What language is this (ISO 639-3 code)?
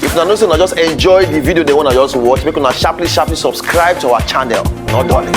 pcm